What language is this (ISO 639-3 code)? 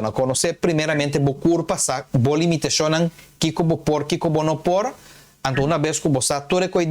pap